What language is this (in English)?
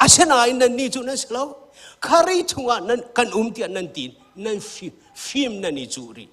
Hakha Chin